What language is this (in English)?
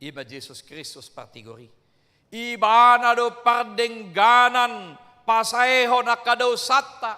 Batak Toba